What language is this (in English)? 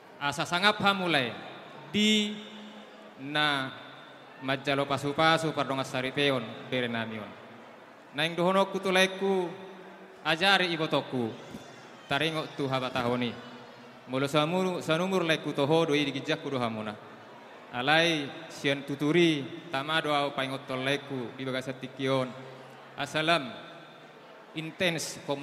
Batak Toba